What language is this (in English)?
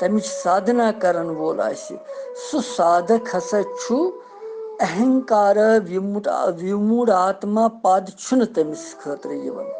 Kashmiri